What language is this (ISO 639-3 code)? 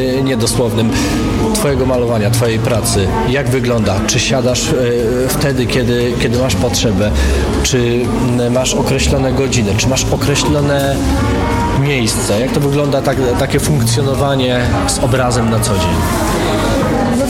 pol